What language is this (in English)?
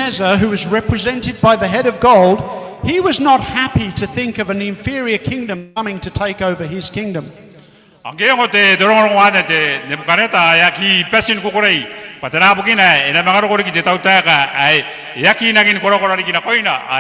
Gilbertese